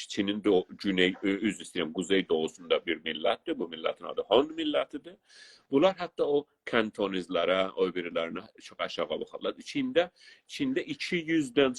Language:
South Azerbaijani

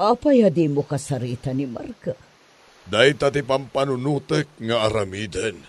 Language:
Iloko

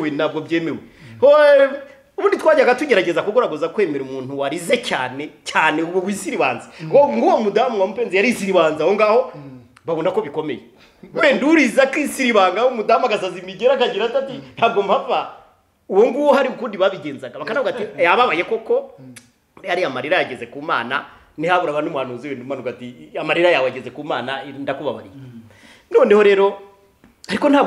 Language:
Kinyarwanda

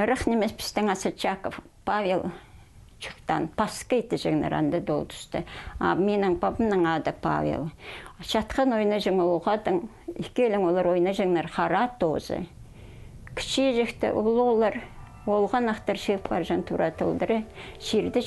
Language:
Khakas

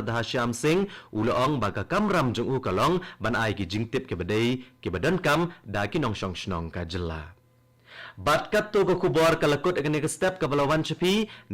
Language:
Khasi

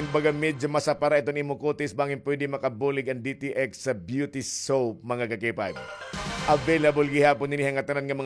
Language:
Waray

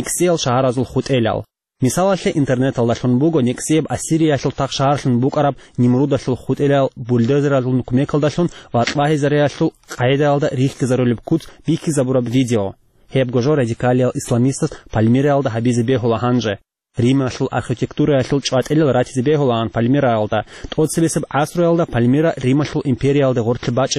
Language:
Avaric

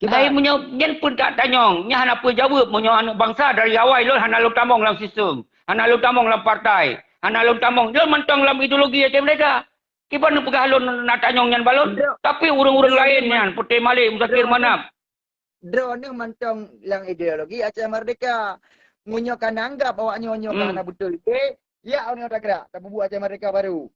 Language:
Achinese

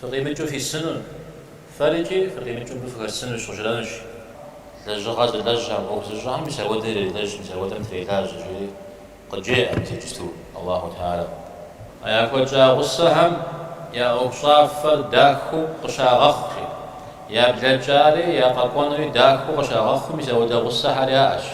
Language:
Kabardian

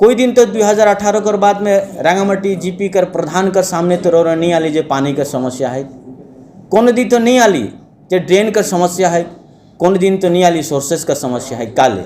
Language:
Sadri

